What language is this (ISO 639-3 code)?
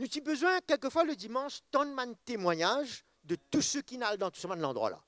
mfe